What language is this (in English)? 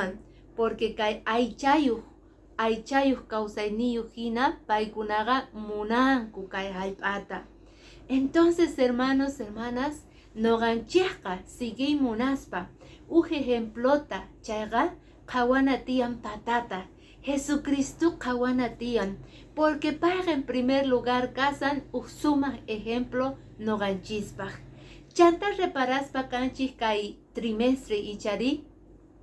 Quechua